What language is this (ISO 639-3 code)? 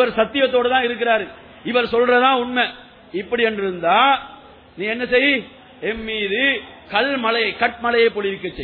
tam